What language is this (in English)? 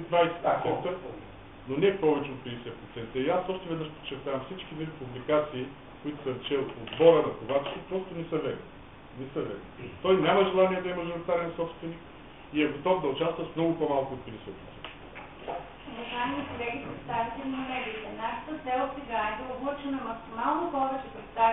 Bulgarian